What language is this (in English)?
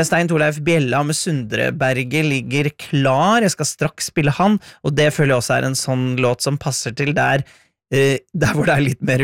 Norwegian